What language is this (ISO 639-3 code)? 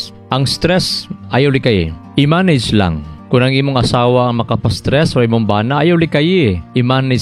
ceb